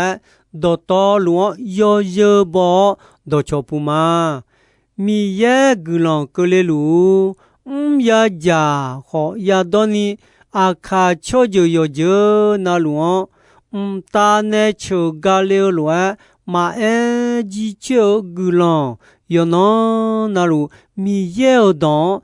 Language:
Akha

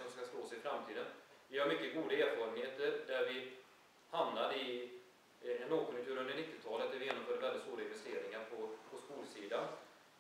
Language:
Swedish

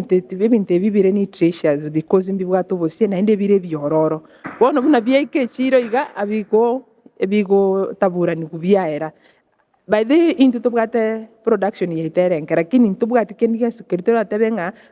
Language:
Gusii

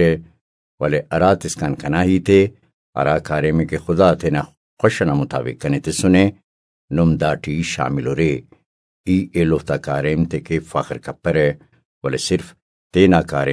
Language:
Brahui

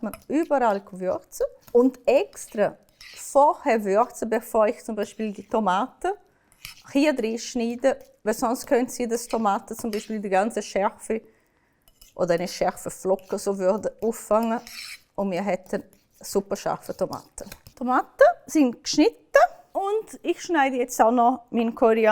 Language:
Swiss German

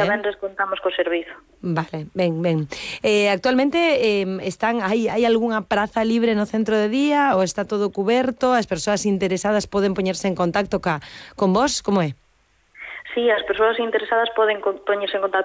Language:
Galician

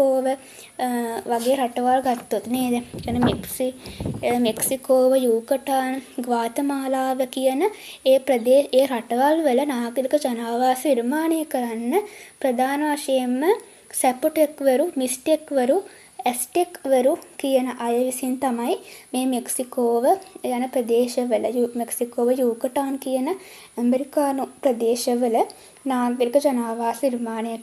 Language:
Sinhala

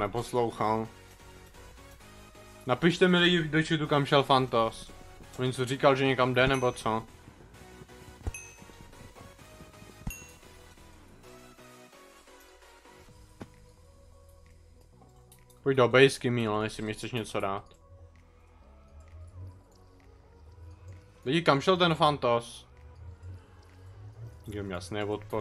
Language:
Czech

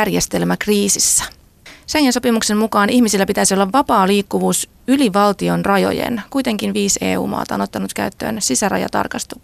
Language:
Finnish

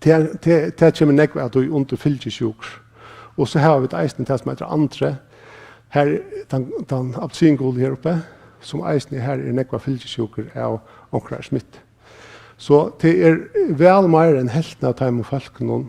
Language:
Faroese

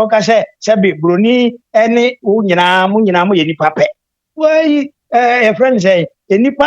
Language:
Akan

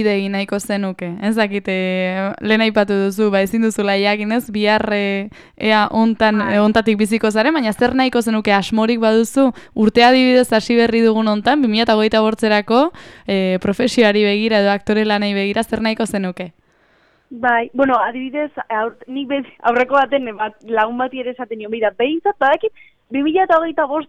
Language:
Basque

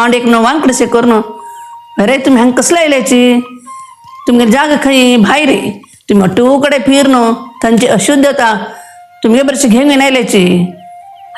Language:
Konkani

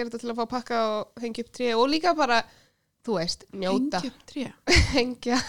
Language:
Icelandic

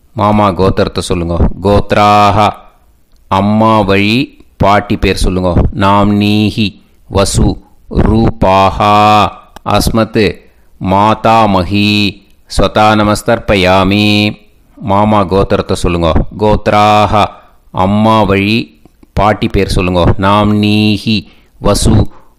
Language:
Tamil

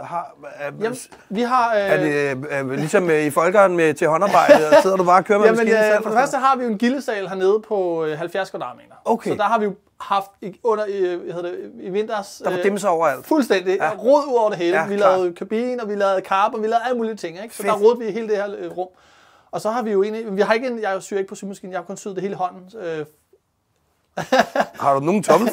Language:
Danish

